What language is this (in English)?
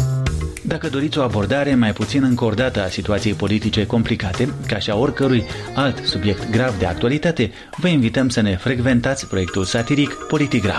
Romanian